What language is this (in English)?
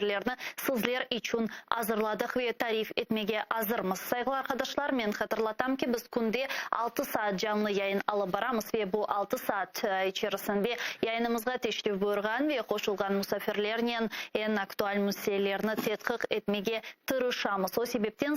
Crimean Tatar